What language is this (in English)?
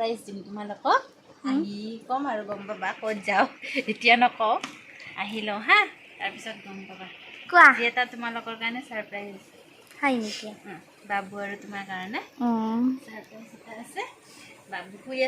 Assamese